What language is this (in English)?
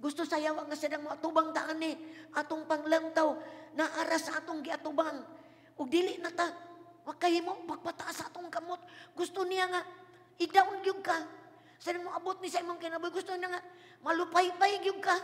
Cebuano